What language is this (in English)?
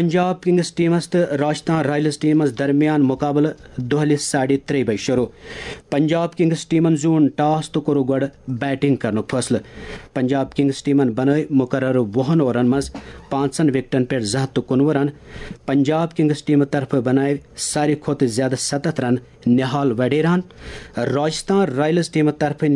Kashmiri